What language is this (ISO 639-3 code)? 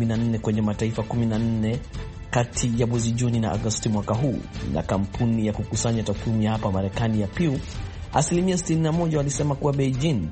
swa